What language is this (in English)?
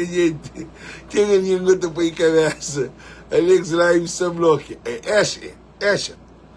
Kabuverdianu